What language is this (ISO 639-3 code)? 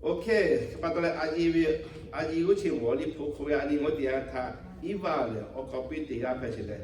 lhu